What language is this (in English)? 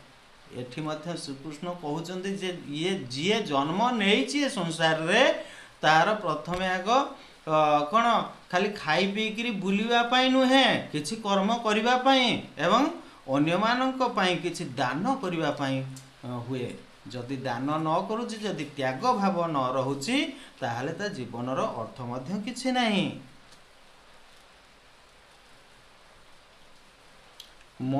Odia